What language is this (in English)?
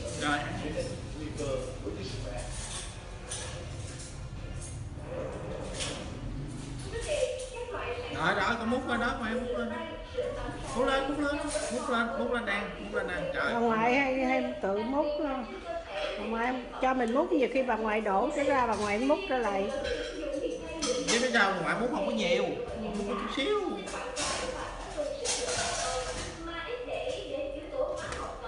Vietnamese